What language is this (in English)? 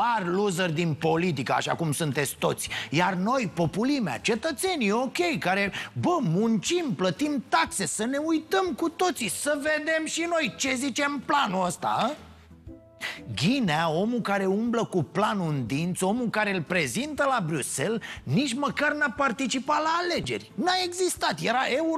Romanian